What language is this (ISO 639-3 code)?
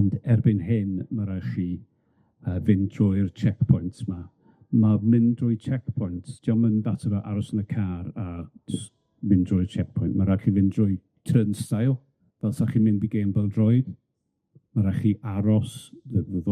cym